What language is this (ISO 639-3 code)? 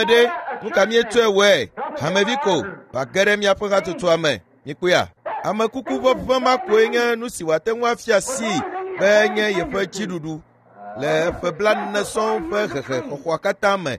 ewe